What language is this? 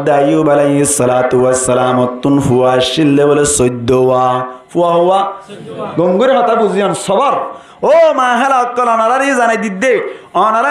Rohingya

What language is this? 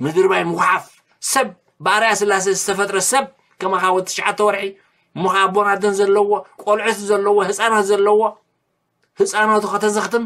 Tigrinya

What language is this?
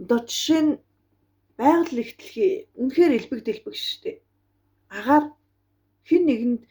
Mongolian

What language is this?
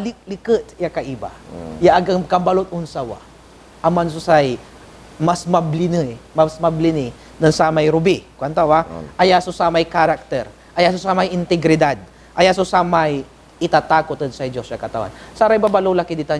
Pangasinan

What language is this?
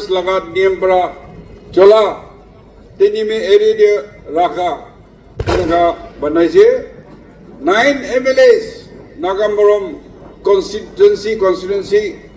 Naga Pidgin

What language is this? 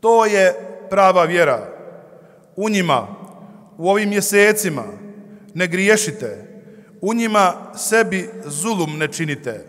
Bosnian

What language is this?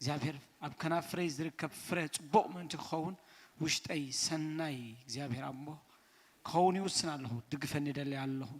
Tigrinya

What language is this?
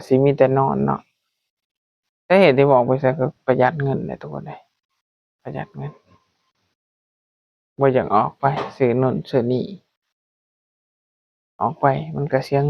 Lao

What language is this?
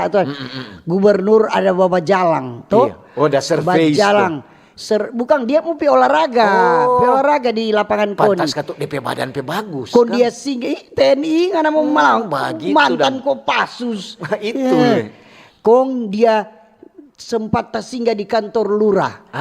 Manado Malay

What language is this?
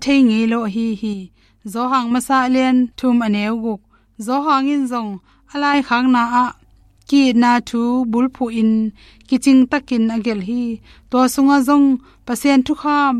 Tedim Chin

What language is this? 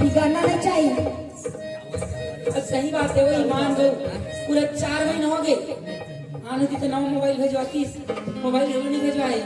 Chhattisgarhi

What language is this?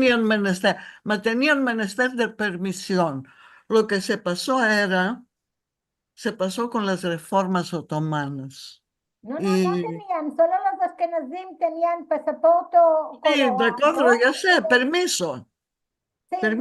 Ladino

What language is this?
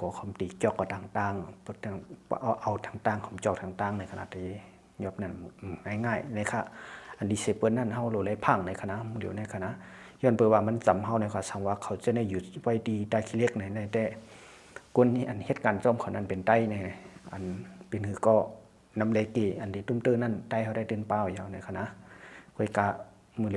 Shan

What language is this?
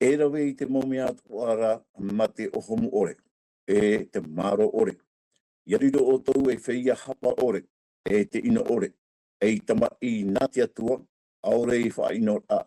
Tahitian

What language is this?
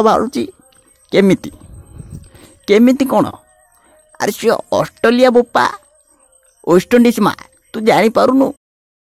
Odia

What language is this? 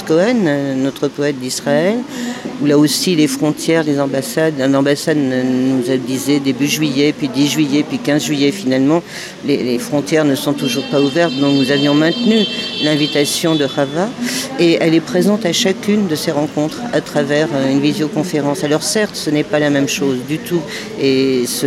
French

